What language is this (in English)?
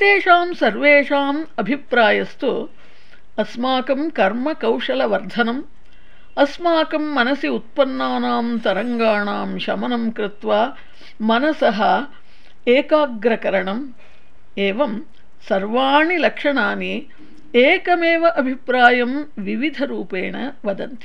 Sanskrit